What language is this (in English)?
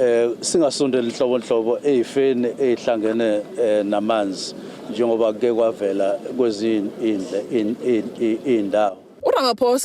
Zulu